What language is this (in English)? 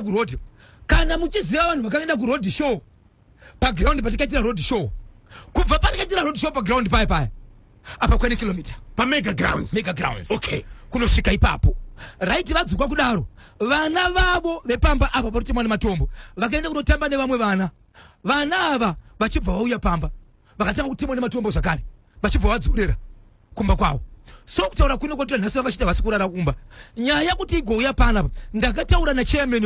Shona